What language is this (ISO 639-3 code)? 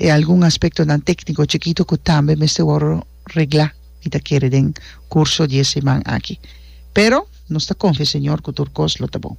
pap